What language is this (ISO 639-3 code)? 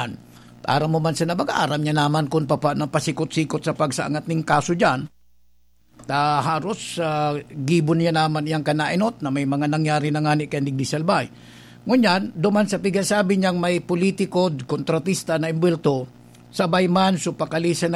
bik